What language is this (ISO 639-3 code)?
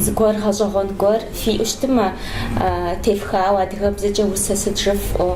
kbd